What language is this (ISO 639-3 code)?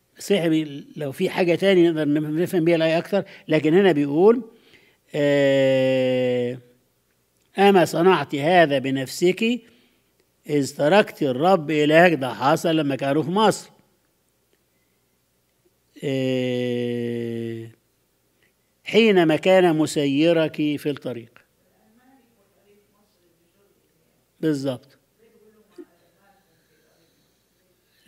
arz